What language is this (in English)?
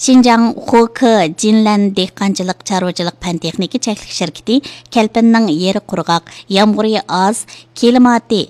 Uyghur